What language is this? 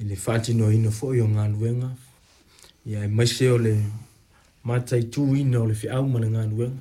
Samoan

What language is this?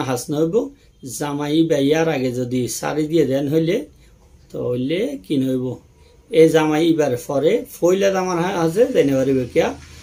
Rohingya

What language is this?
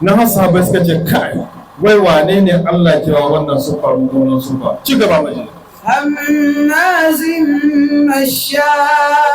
Hausa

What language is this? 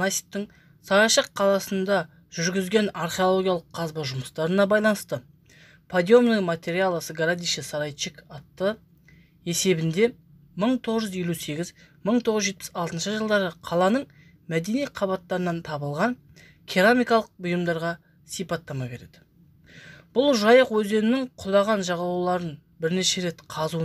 Kazakh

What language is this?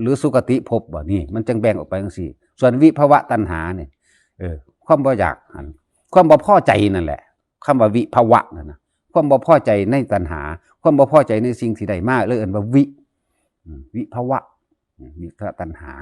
Northeastern Thai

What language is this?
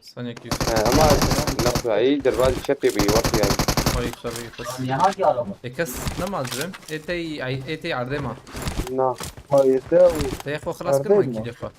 Kurdish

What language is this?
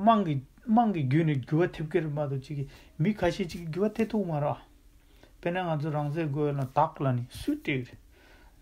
Tibetan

